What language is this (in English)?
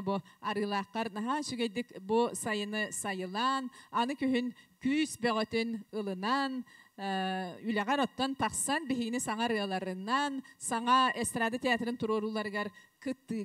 Yakut